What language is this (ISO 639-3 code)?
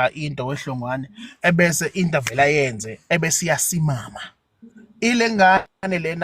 zul